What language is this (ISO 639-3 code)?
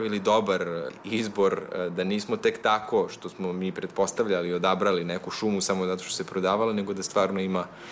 srp